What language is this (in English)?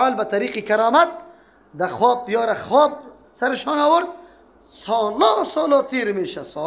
Persian